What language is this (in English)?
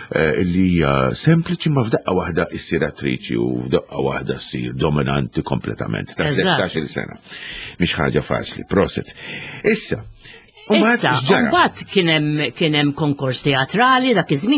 Maltese